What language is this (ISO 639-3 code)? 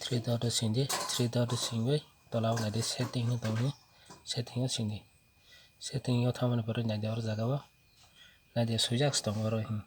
trp